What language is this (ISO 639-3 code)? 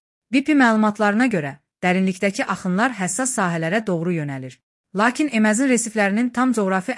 aze